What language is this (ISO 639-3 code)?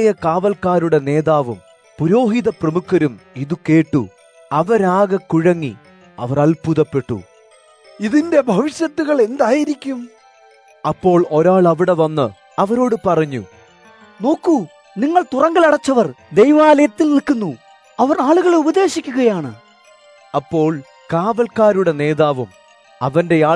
mal